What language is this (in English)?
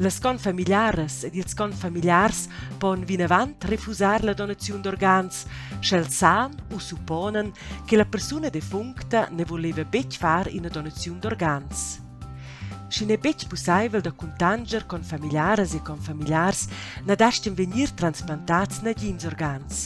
Romansh